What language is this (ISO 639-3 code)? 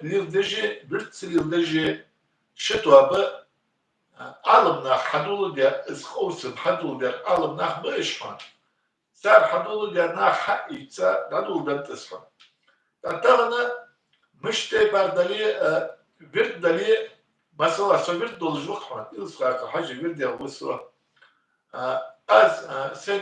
inh